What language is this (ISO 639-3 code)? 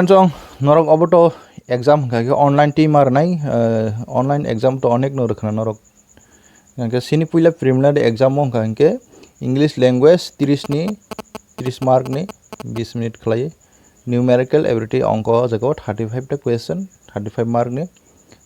trp